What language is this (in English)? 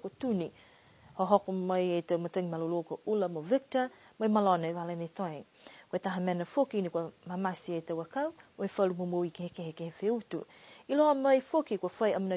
Niuean